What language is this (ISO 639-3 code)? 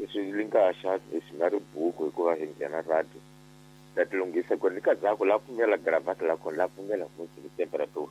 tso